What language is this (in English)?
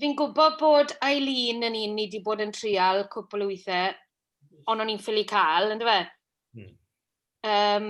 Welsh